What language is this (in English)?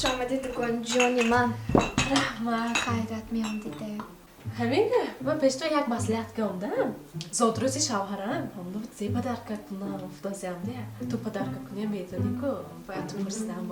Tajik